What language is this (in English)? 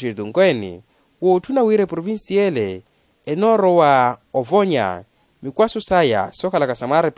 Makhuwa